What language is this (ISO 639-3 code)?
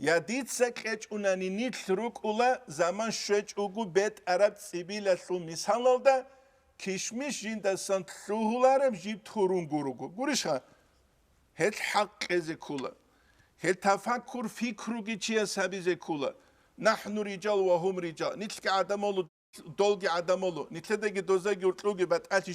ava